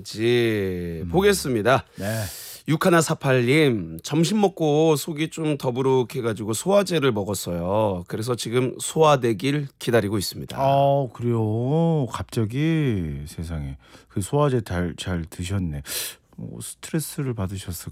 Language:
Korean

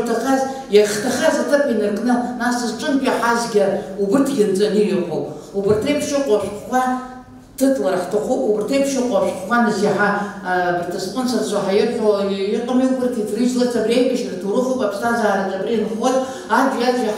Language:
Abkhazian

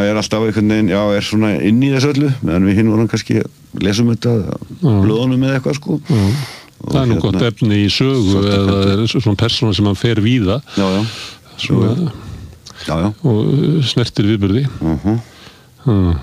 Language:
Icelandic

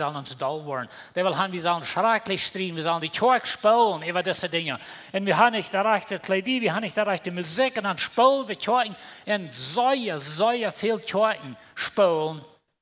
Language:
Plautdietsch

